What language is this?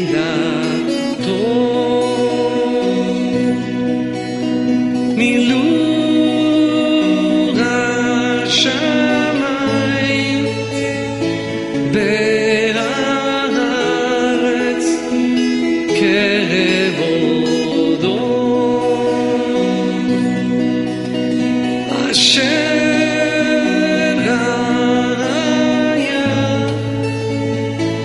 Hebrew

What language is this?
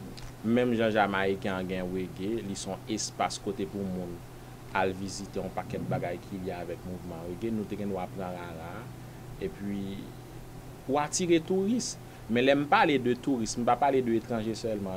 Haitian Creole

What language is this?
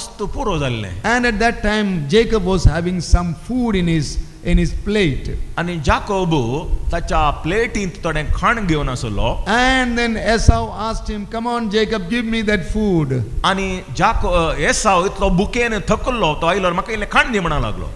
Konkani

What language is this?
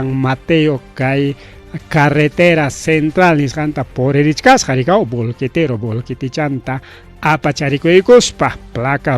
Ayacucho Quechua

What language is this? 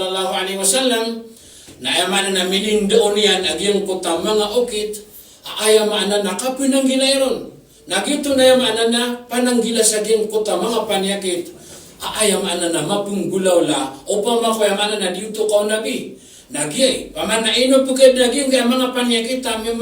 Maranao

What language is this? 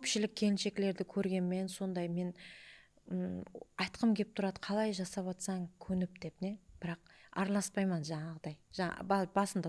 Kara-Kalpak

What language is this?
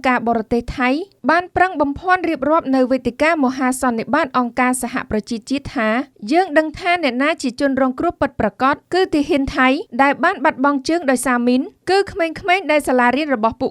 Khmer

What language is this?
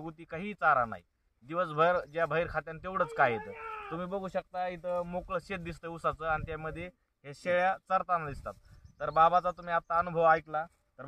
Marathi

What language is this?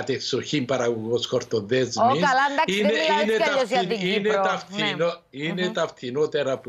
Greek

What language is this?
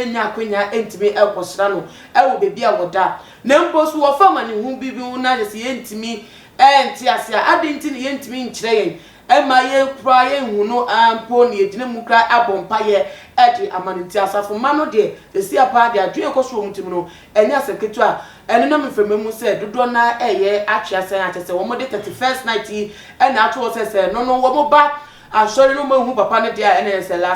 Akan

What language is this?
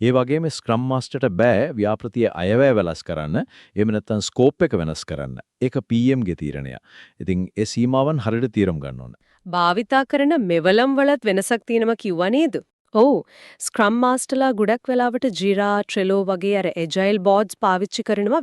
Sinhala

